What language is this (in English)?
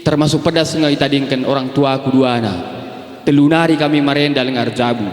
Batak Karo